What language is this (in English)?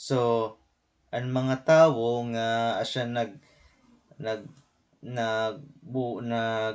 Waray